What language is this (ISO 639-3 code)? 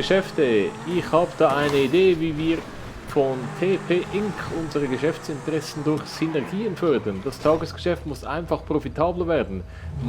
gsw